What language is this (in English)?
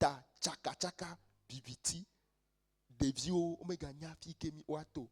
Ewe